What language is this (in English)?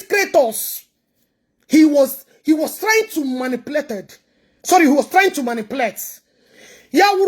Igbo